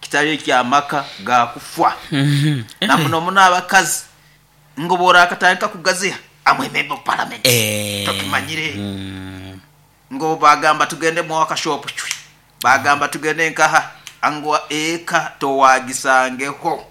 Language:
Nyoro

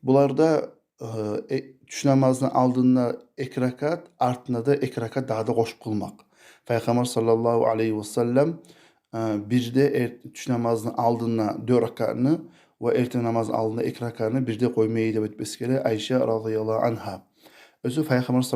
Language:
Kumyk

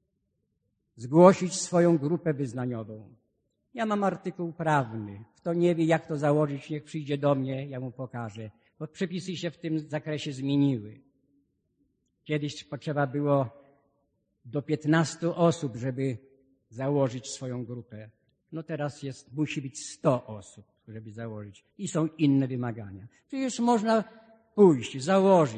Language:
Polish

